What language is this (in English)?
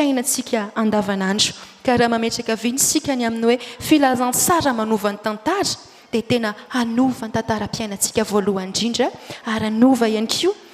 Malagasy